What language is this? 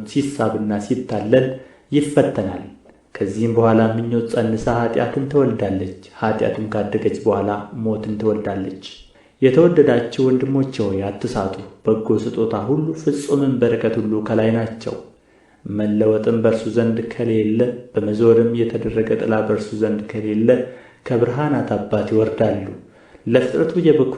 Amharic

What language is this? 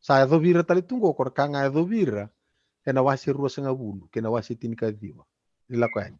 Fijian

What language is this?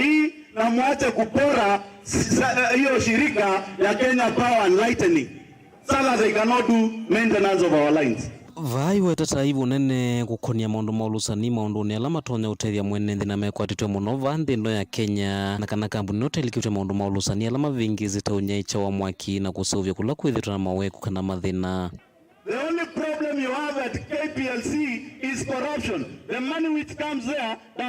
Kamba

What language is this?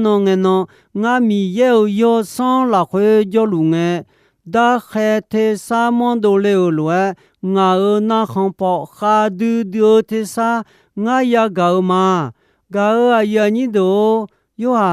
Akha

